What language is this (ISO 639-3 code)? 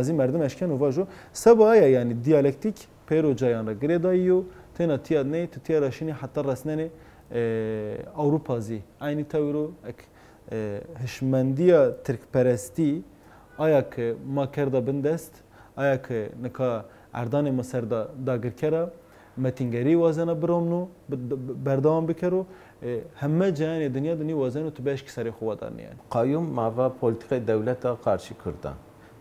zza